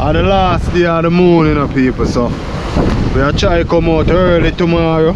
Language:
Jamaican Creole English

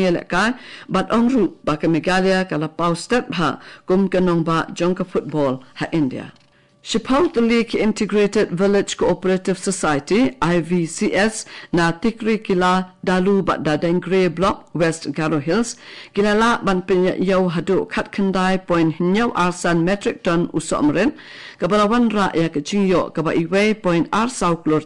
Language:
Khasi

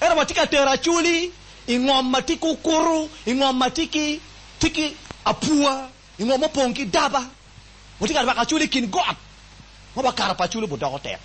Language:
Acoli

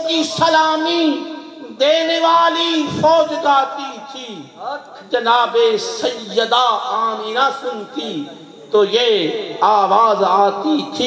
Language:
Urdu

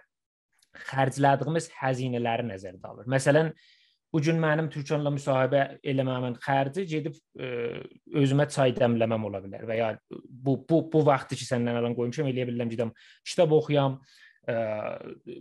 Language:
South Azerbaijani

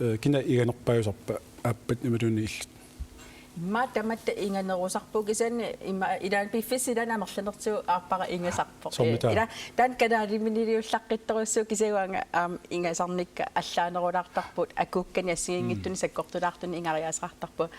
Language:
Kalaallisut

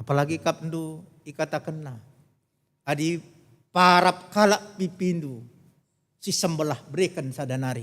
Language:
Batak Karo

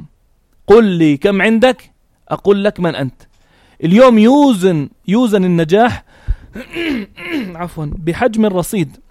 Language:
North Levantine Arabic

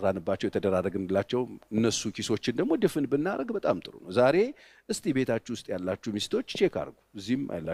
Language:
Amharic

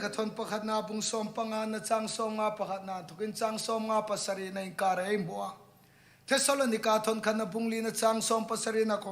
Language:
Hmar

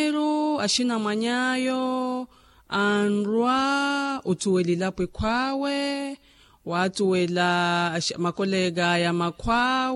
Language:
Makhuwa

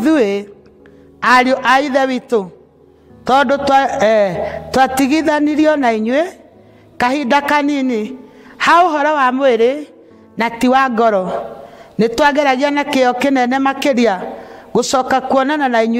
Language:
Kikuyu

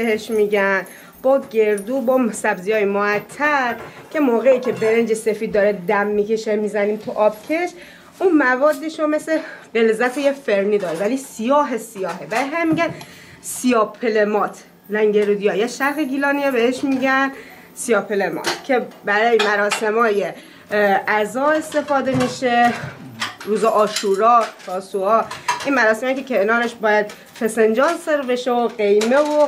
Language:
Gilaki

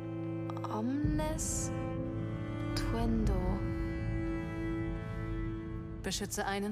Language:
German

